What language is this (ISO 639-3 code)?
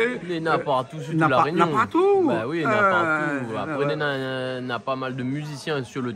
rcf